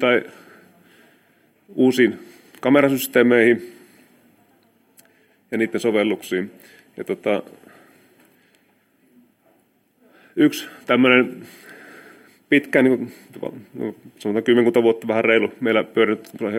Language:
Finnish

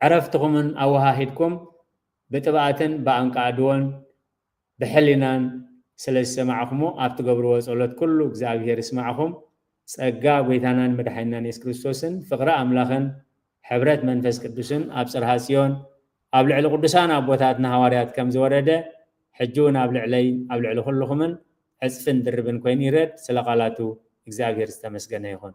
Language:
Tigrinya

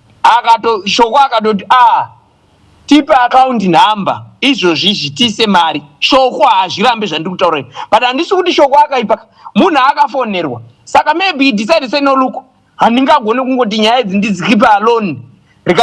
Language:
Shona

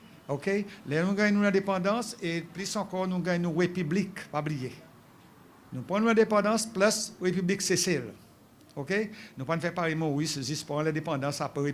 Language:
Seselwa Creole French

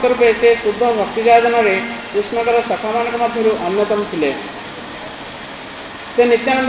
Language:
Odia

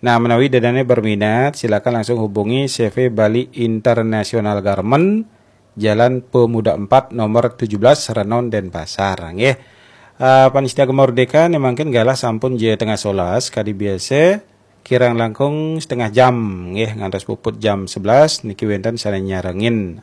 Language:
Balinese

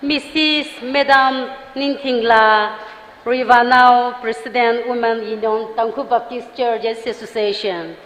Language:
Tangkhul Naga (India)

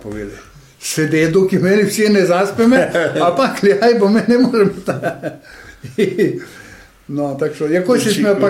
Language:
Rusyn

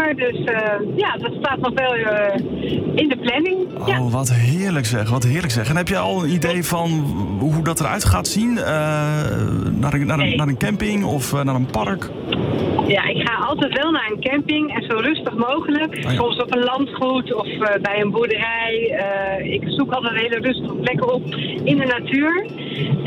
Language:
Dutch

